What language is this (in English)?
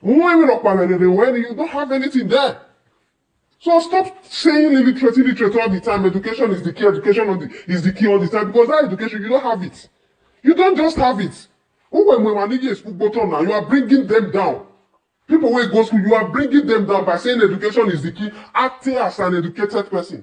Nigerian Pidgin